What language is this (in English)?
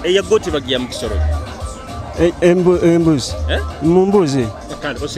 Nyoro